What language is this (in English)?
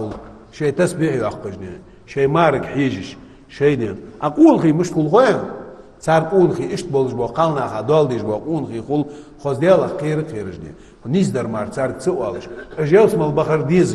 Ingush